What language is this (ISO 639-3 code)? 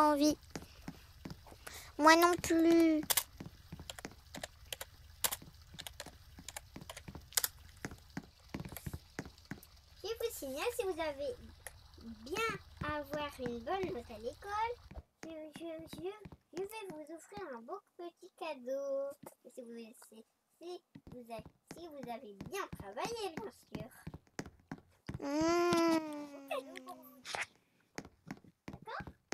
fra